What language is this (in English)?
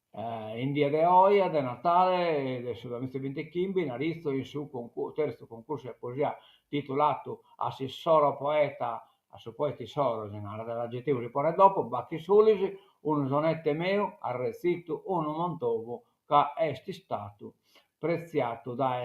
Sardinian